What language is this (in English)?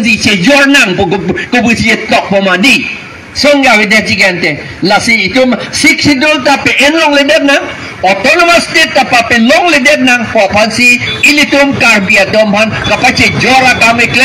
Karbi